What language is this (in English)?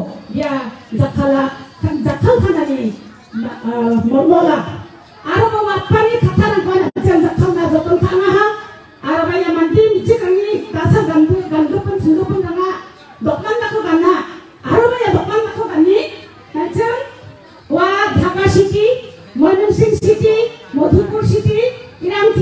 Garo